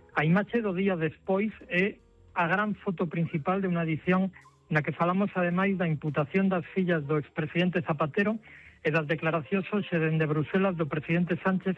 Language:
Galician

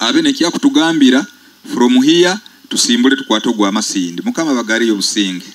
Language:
Nyoro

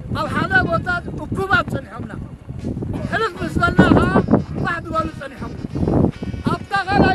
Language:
Tigrinya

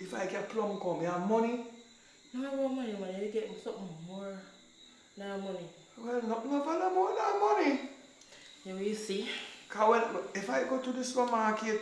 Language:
Jamaican Creole English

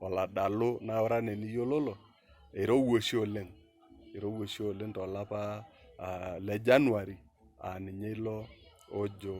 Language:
Masai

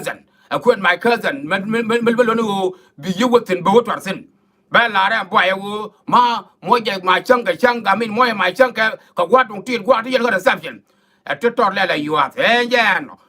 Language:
Nuer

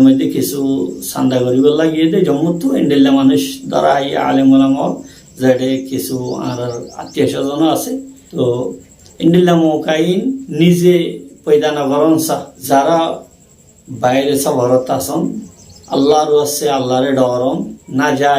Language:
Rohingya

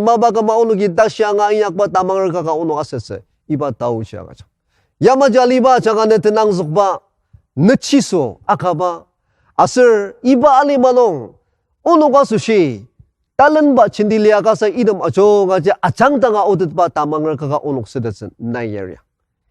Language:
Ao Naga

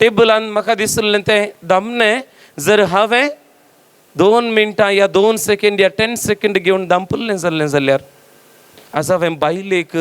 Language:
Konkani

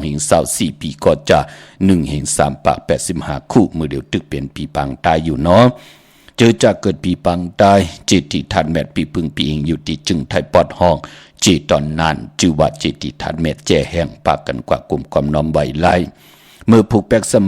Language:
Shan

